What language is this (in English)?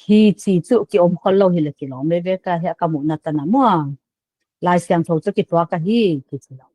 Paite Chin